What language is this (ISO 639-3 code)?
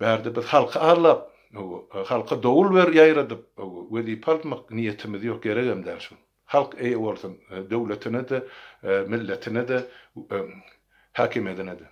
tuk